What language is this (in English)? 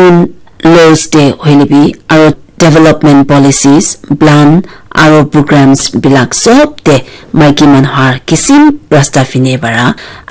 Naga Pidgin